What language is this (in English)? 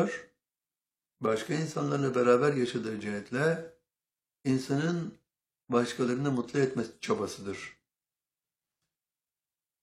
Turkish